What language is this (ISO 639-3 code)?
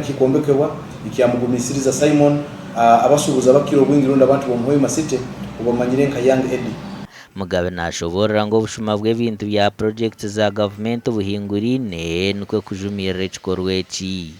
nyn